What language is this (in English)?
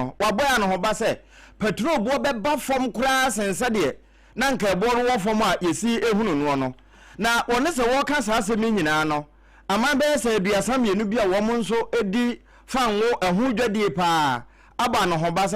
Akan